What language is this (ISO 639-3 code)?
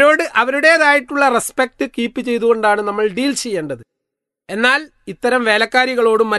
mal